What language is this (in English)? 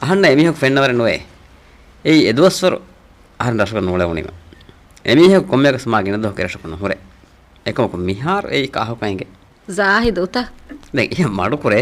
Divehi